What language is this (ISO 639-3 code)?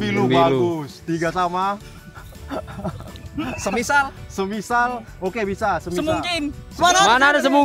ind